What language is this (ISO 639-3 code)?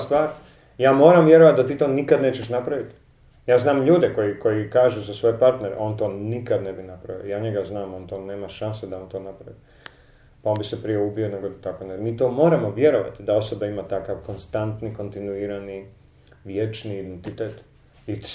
hrv